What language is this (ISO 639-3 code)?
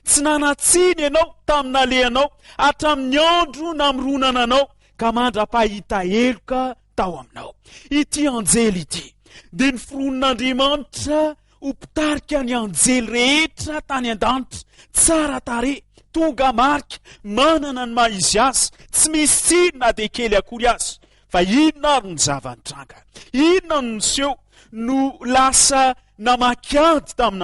mlg